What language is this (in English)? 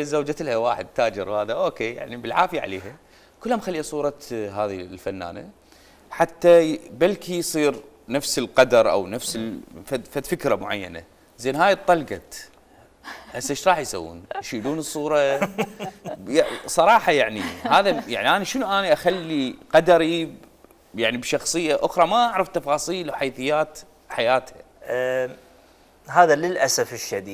Mesopotamian Arabic